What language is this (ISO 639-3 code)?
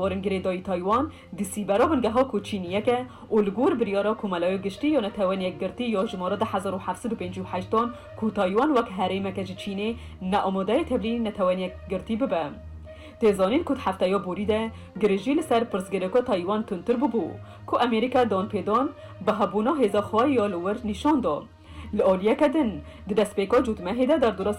kur